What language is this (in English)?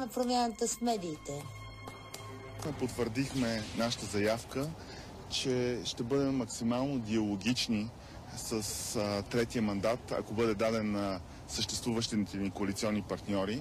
Bulgarian